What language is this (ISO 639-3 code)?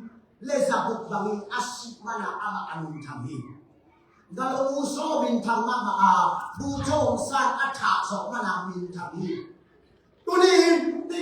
ctd